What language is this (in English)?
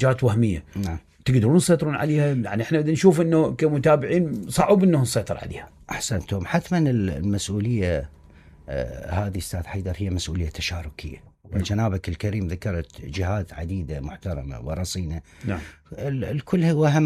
Mesopotamian Arabic